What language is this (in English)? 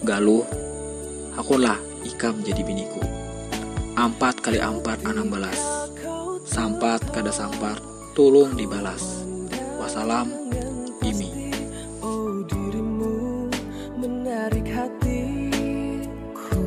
Banjar